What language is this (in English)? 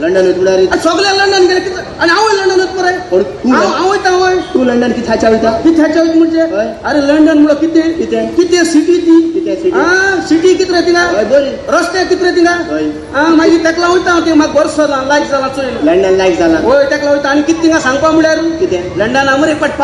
Konkani